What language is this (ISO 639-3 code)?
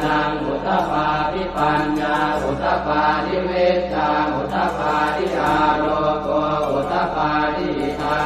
pli